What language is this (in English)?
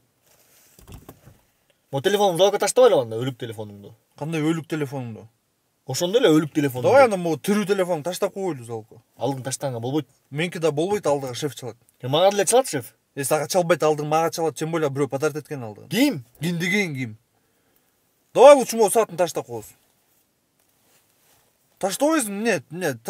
Kyrgyz